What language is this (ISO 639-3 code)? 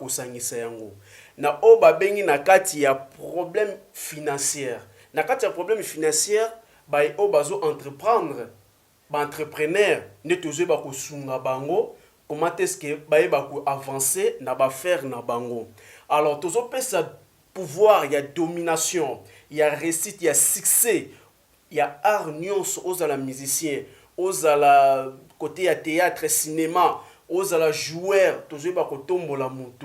lin